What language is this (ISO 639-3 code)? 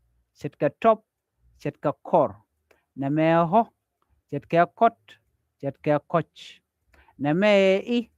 nus